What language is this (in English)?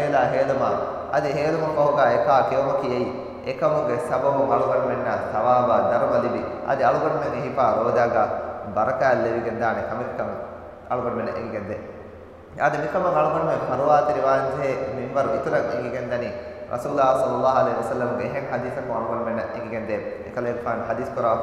Divehi